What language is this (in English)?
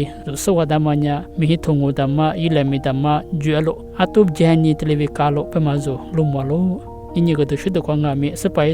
Lisu